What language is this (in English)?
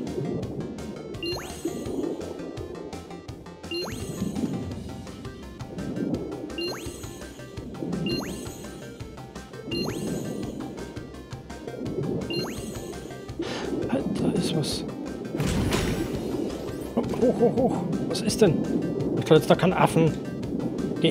German